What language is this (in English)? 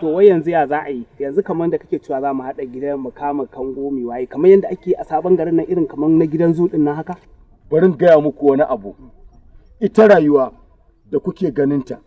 Hausa